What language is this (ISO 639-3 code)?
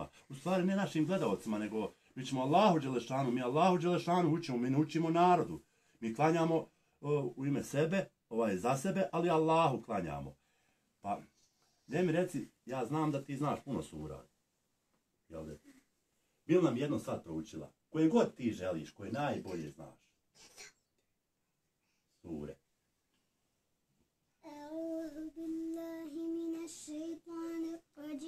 bos